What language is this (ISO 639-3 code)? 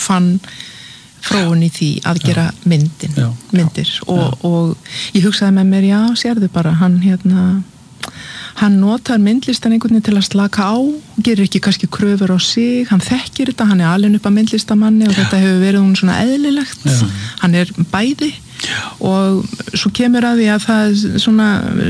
isl